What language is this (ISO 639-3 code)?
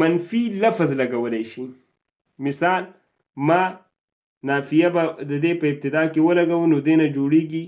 pus